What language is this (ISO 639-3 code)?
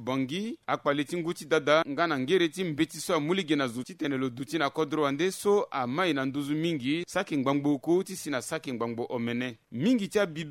sag